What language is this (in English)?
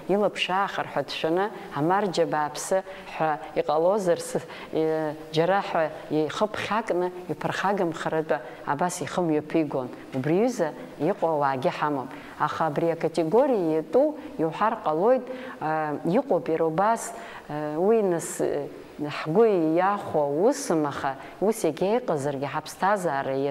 Abkhazian